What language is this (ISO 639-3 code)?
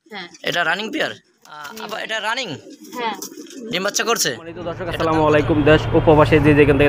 ben